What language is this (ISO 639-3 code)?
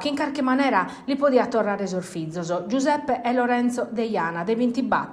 srd